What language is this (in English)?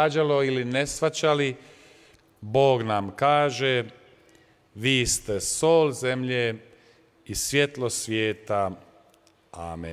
Croatian